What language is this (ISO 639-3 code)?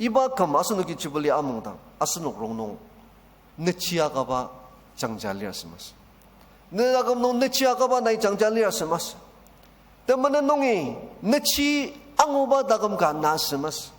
njo